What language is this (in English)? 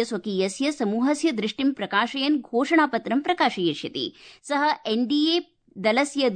Sanskrit